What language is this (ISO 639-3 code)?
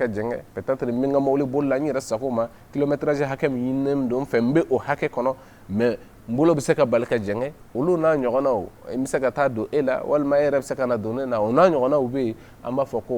bam